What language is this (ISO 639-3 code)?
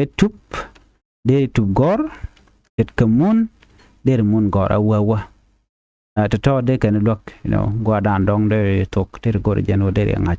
nus